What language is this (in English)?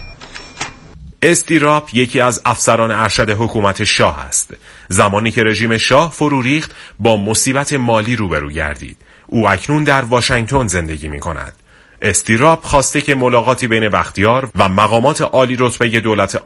Persian